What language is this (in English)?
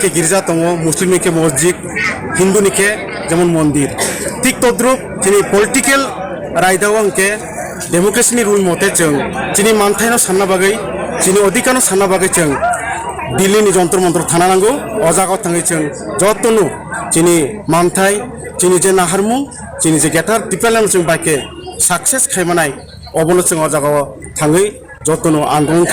Kok Borok